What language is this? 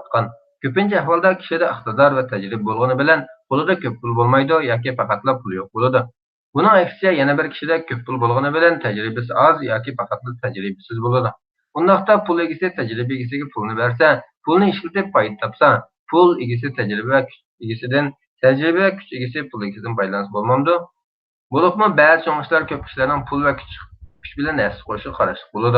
Uyghur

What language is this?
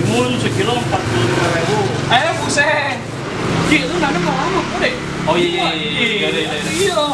Betawi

